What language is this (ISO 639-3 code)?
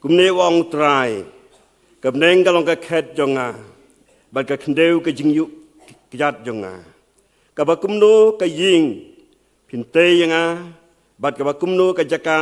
kha